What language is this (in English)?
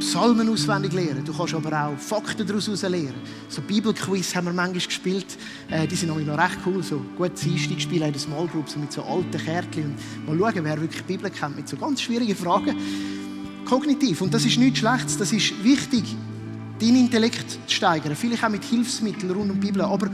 Swiss German